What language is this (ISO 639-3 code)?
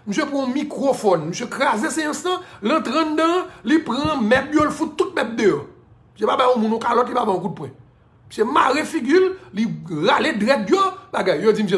hat